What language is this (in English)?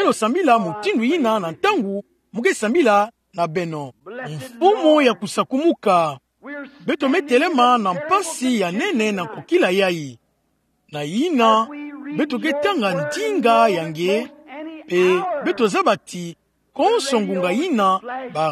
Kituba (Democratic Republic of Congo)